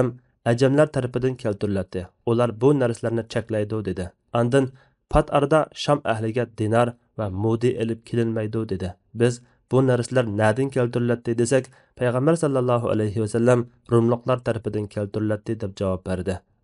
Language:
Uyghur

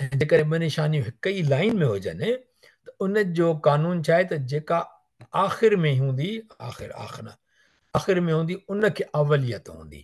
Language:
Sindhi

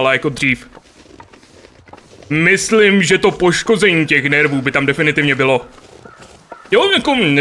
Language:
Czech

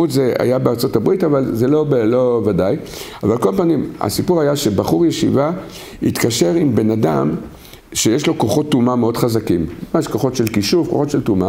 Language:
Hebrew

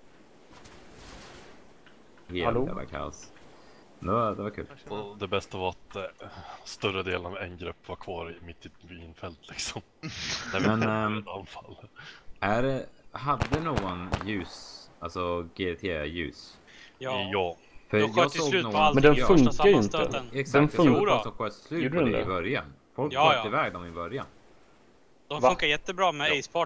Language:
Swedish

